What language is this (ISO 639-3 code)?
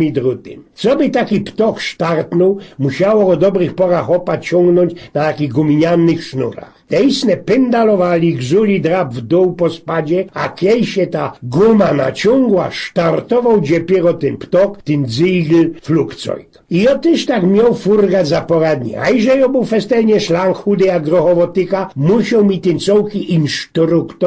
szl